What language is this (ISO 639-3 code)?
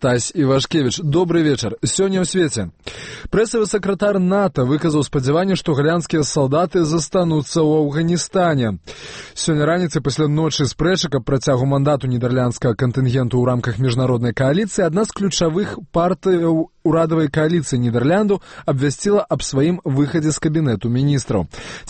bel